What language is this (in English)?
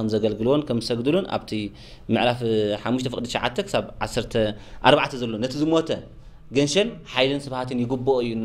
Tigrinya